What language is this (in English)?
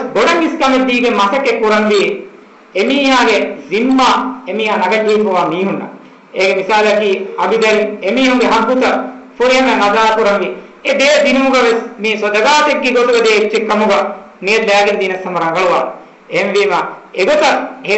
Divehi